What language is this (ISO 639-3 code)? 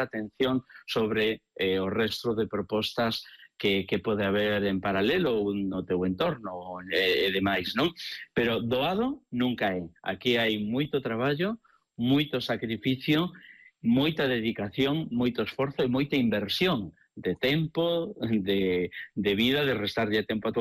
glg